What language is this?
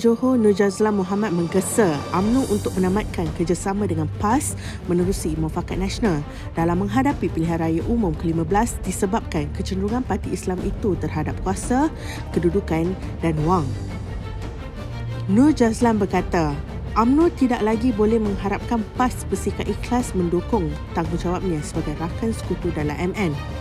Malay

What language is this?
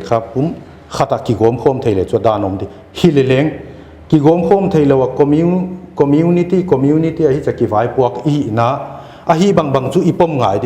Paite Chin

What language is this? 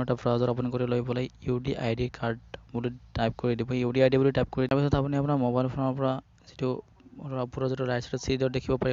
Assamese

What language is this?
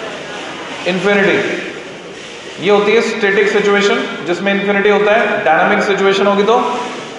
Hindi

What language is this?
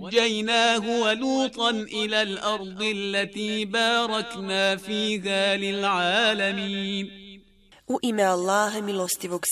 Bosnian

